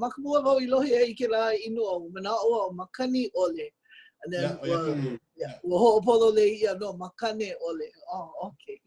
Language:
Hawaiian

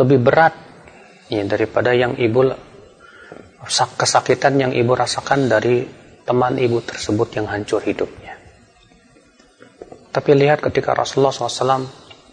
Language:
Indonesian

